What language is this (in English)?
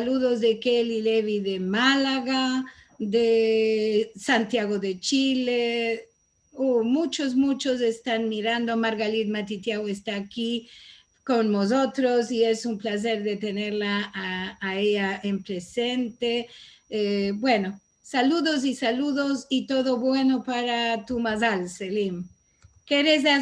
Ladino